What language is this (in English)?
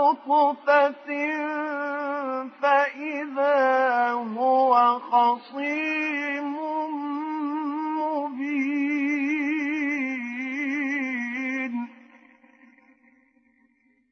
Arabic